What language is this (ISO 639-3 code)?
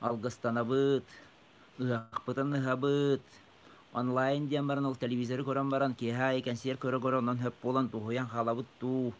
sah